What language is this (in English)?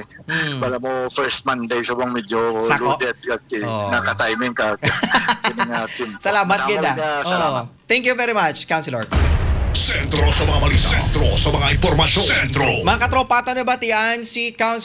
Hiligaynon